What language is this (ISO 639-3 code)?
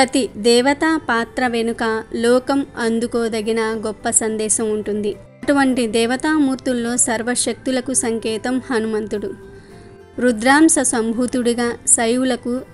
tel